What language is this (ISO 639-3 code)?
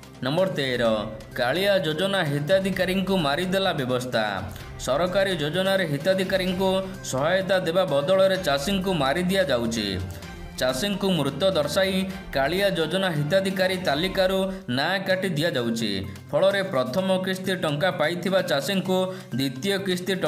ori